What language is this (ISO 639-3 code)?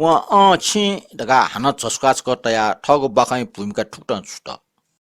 new